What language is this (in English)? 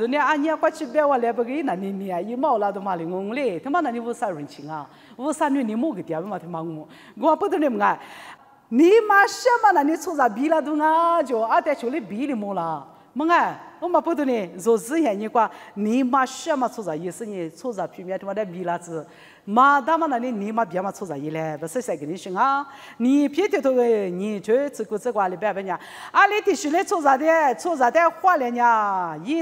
Lisu